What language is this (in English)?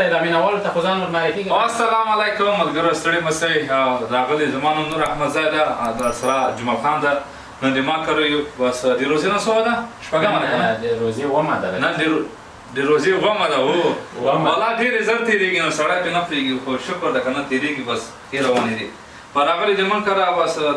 Pashto